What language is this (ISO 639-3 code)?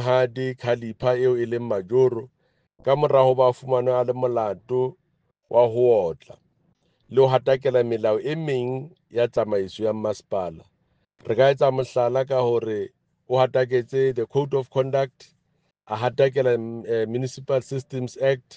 sot